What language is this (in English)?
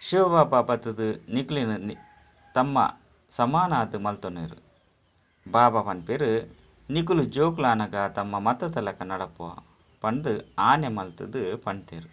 Tulu